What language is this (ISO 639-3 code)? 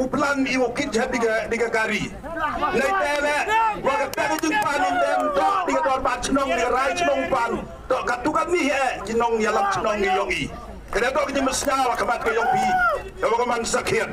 kha